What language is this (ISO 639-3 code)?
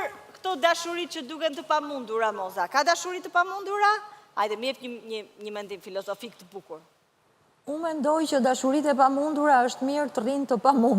sqi